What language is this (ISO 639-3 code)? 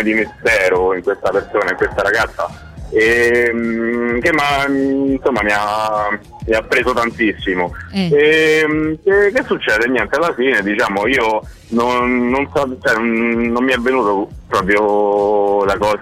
ita